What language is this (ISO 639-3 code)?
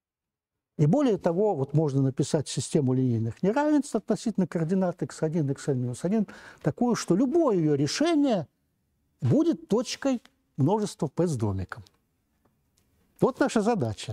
rus